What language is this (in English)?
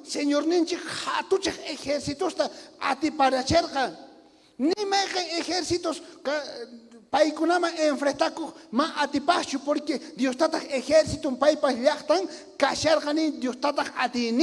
South Bolivian Quechua